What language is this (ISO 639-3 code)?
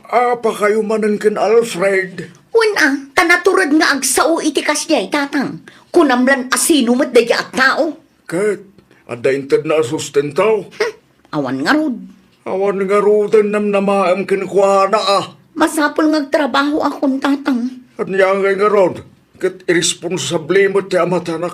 ilo